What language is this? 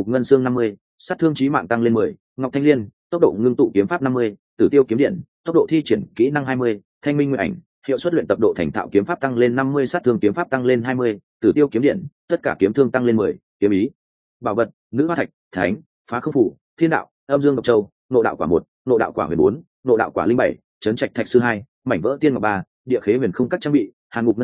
Vietnamese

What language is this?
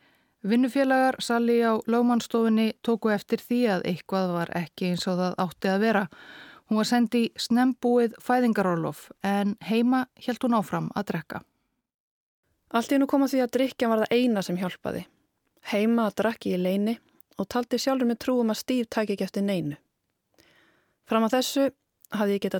Icelandic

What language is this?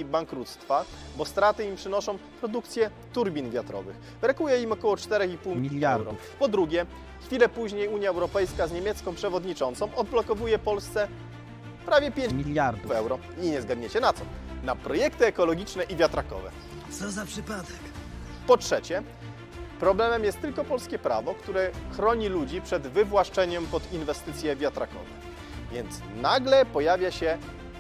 Polish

